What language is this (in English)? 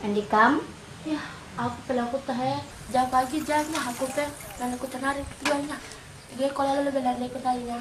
Batak Karo